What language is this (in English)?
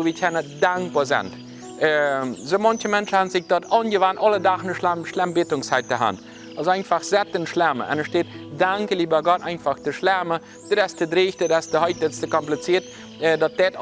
Plautdietsch